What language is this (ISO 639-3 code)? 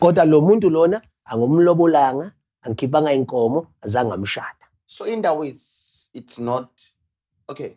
zul